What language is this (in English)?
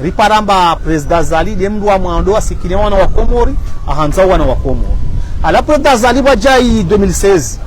Ngazidja Comorian